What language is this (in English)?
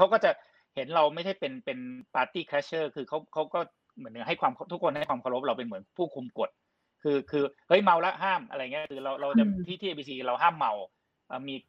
Thai